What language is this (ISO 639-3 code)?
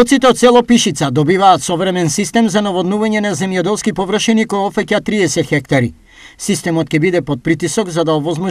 mkd